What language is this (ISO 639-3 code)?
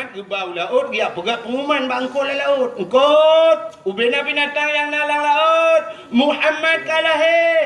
ace